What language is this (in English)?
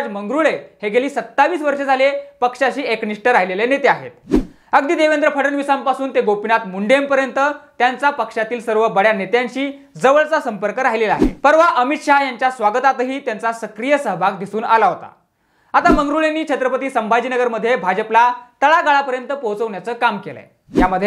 Marathi